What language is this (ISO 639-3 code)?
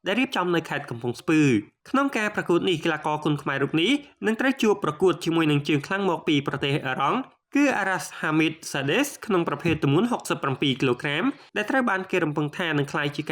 khm